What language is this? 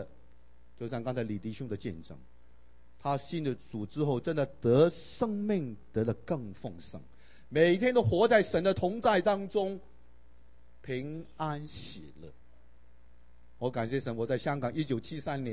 Chinese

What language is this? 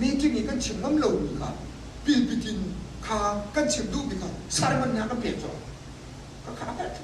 Hakha Chin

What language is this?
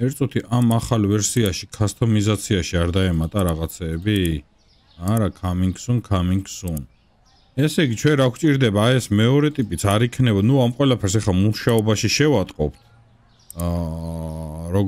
Georgian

